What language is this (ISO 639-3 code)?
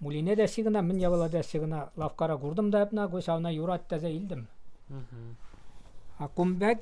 chv